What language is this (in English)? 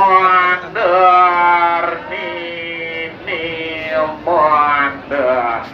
Balinese